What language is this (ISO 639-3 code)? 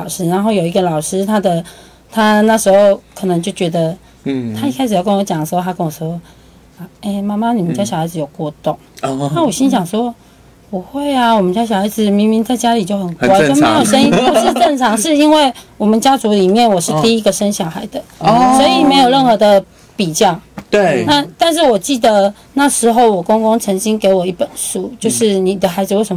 zho